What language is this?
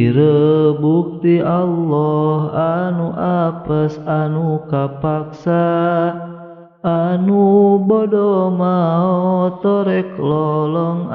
Sundanese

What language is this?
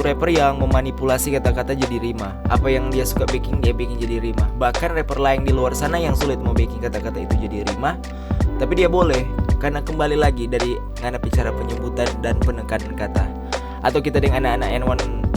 Manado Malay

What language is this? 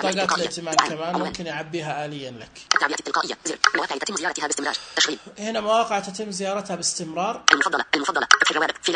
Najdi Arabic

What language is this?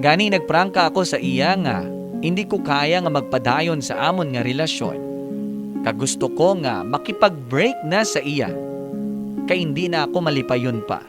Hiligaynon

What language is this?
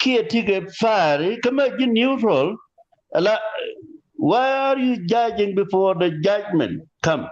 Nuer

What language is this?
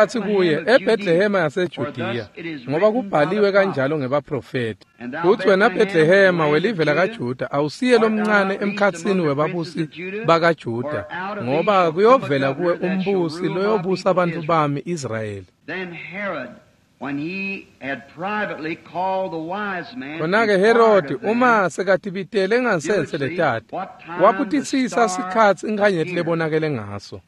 Swati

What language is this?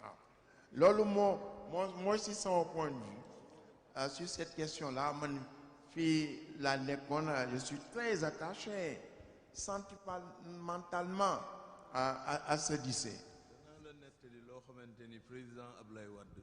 Wolof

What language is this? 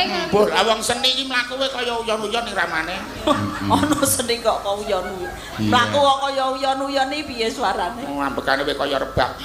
Javanese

